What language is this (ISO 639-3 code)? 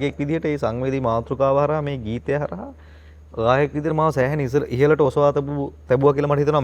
sin